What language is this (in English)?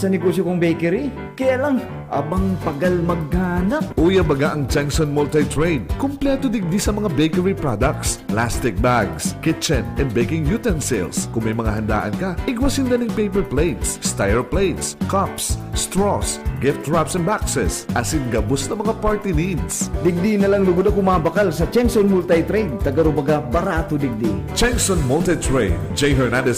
Bikol